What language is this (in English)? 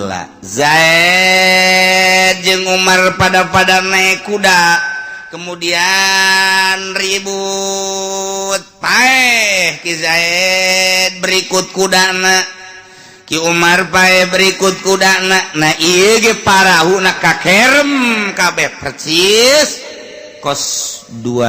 Sundanese